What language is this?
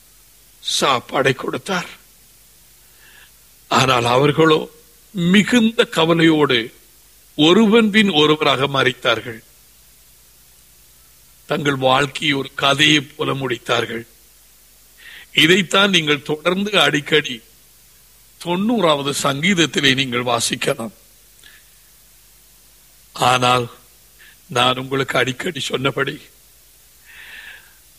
Tamil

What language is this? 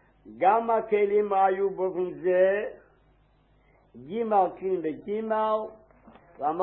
Hebrew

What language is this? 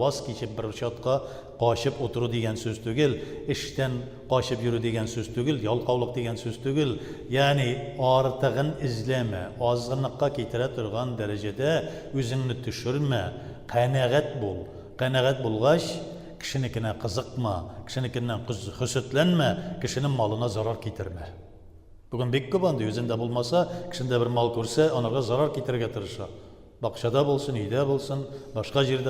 Tatar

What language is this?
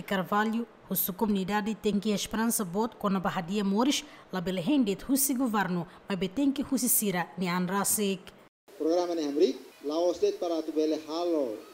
Tetum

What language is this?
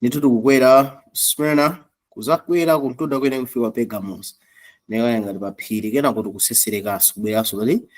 Nyanja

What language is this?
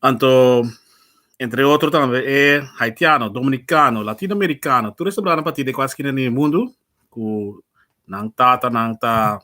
Papiamento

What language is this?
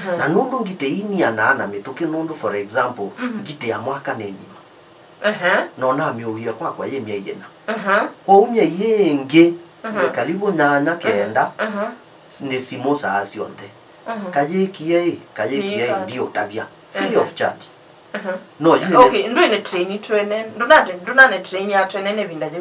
Kamba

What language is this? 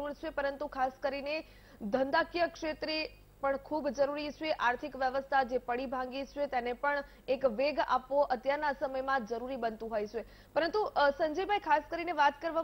Gujarati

